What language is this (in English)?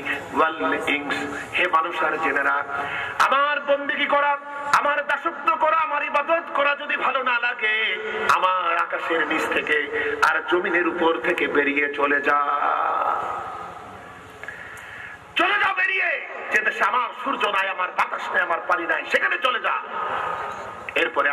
Bangla